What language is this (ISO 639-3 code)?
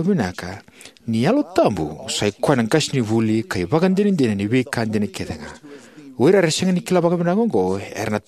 fij